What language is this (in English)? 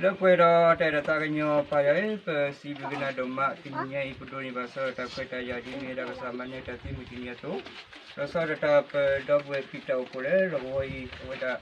S'gaw Karen